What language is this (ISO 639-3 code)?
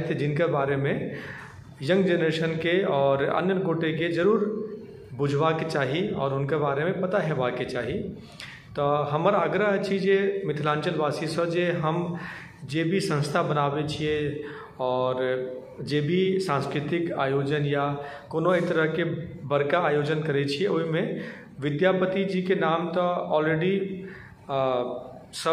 mai